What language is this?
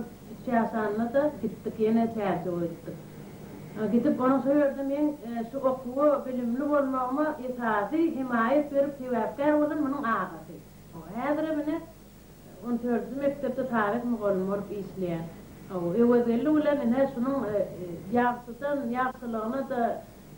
Turkmen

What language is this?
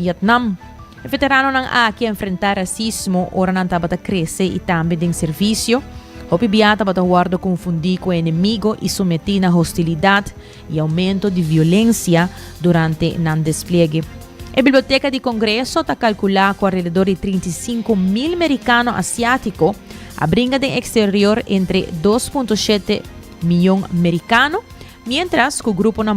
Papiamento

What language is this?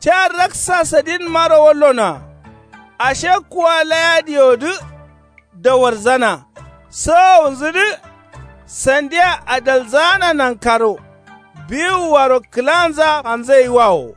Kanuri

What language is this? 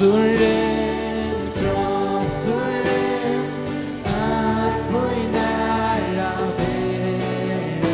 Faroese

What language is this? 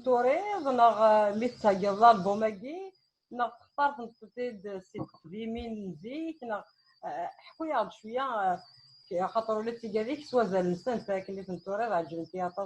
Kabyle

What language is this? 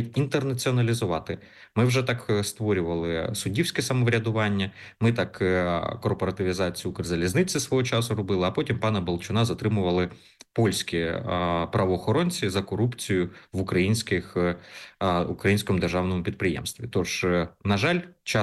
Ukrainian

